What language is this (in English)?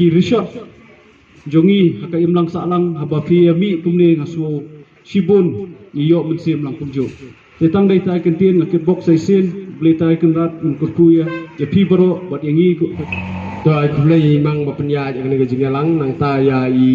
Khasi